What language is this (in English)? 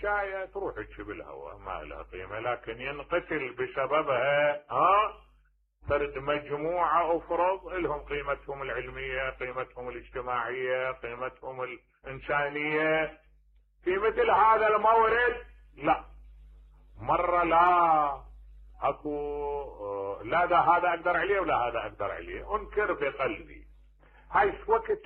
Mesopotamian Arabic